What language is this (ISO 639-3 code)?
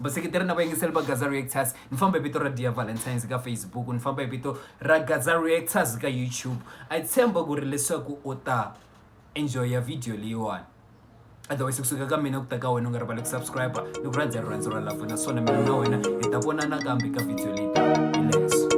tso